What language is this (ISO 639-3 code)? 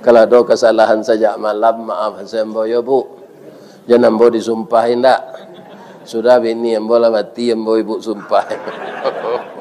min